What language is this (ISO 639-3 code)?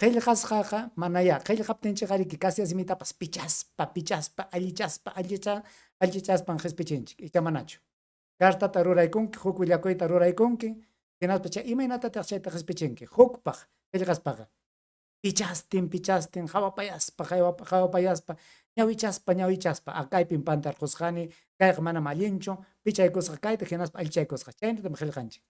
quy